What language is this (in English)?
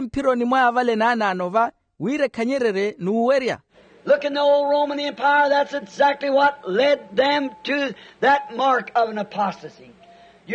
Makhuwa